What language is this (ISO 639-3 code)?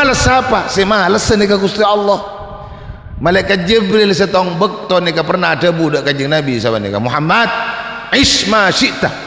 mad